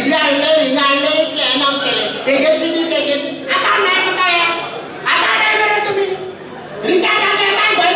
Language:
Konkani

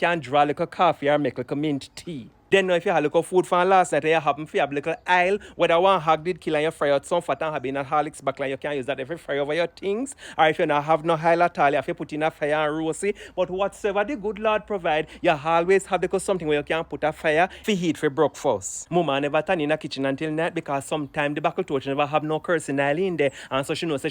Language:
Jamaican Creole English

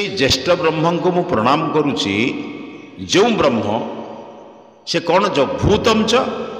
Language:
Odia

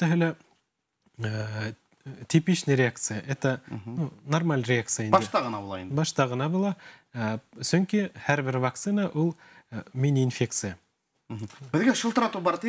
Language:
Bashkir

